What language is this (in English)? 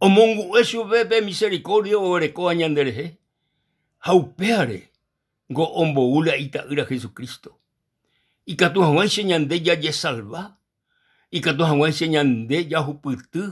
Guarani